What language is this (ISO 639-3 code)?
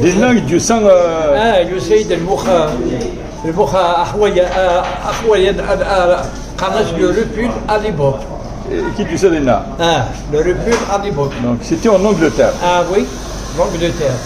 kab